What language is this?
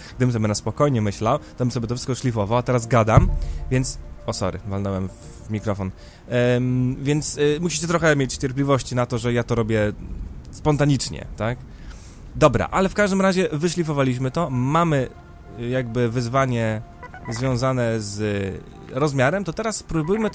Polish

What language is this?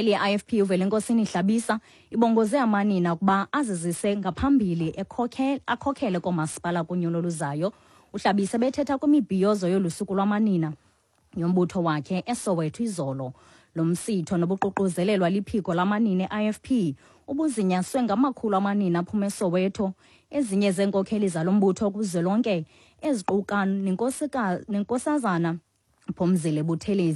Xhosa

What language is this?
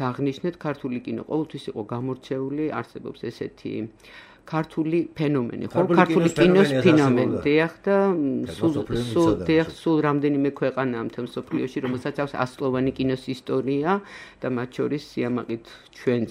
Georgian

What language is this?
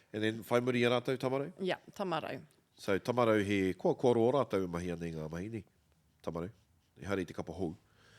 Māori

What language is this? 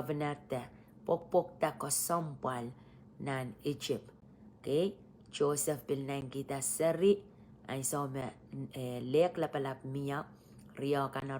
Pohnpeian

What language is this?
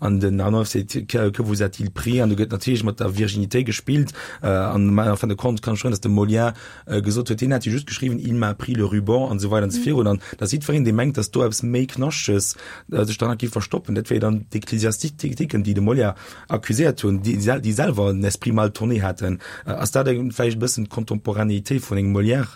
Luxembourgish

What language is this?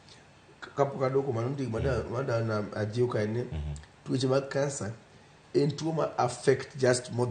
Luo (Kenya and Tanzania)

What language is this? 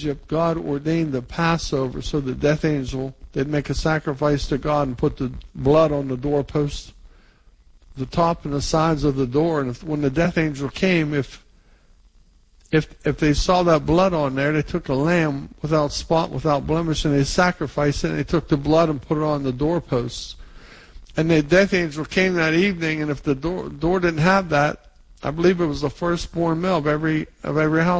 English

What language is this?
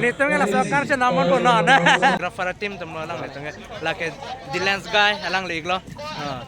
Karbi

